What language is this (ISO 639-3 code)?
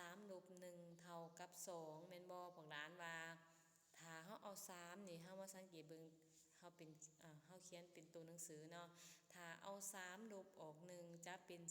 lao